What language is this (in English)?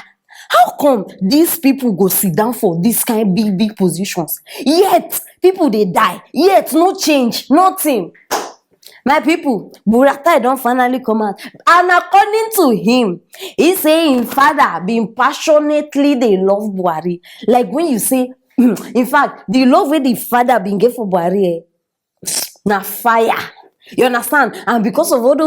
Nigerian Pidgin